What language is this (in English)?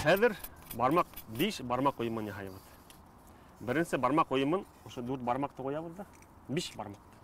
Bashkir